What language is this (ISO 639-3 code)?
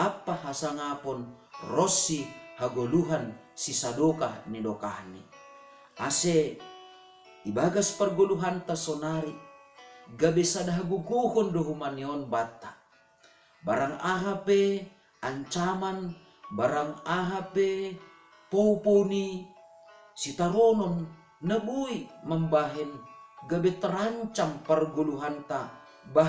bts